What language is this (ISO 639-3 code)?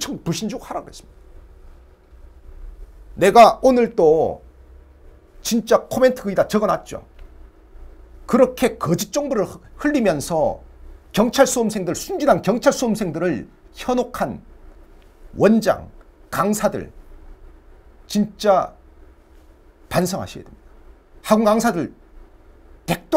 kor